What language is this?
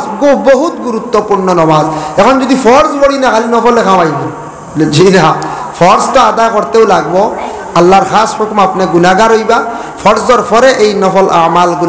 Sylheti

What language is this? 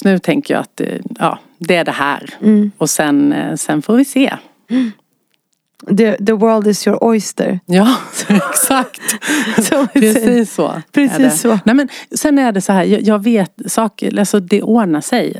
Swedish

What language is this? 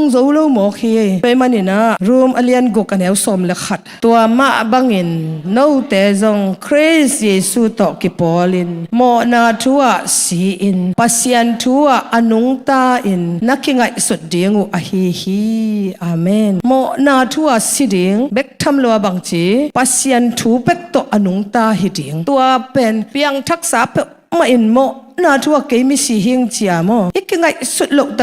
Tedim Chin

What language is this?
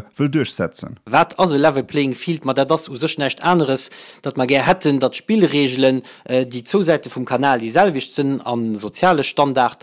Luxembourgish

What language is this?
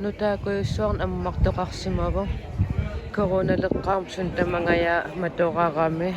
Kalaallisut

